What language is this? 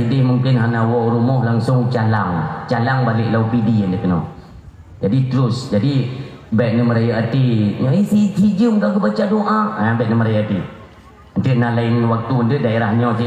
Achinese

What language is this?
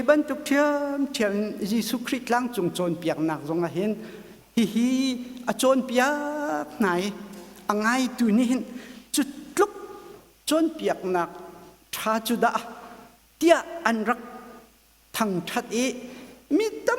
Hakha Chin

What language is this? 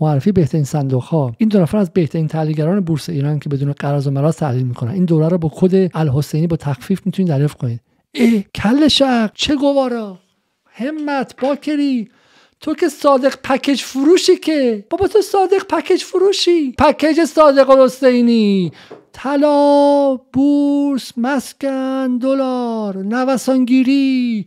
Persian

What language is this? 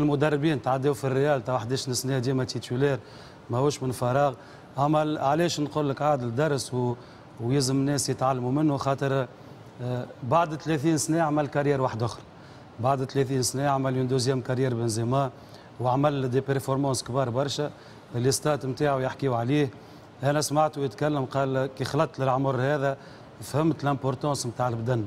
Tunisian Arabic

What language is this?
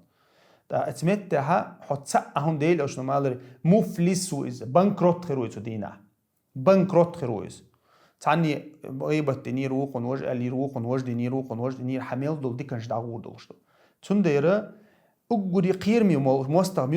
Chechen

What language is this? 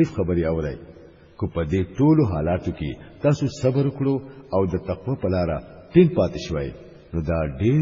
Pashto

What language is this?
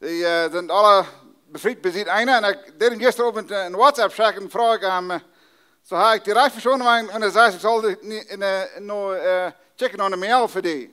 Plautdietsch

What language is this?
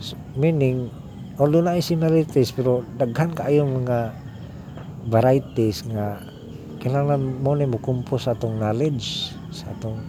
Cebuano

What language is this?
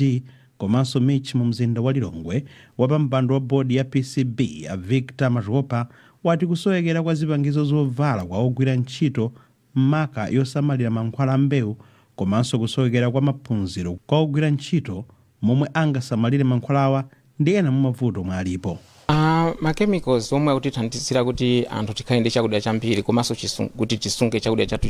Nyanja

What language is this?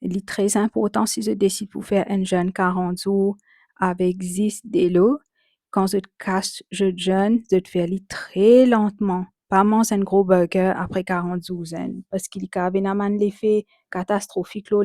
Morisyen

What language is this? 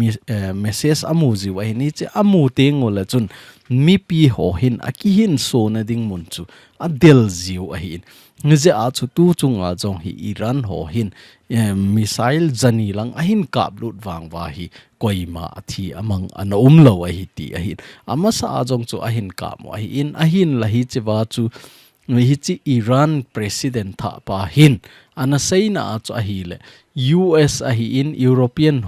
Thado Chin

